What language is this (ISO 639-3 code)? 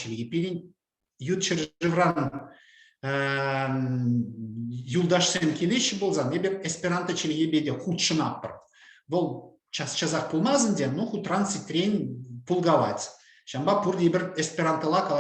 chv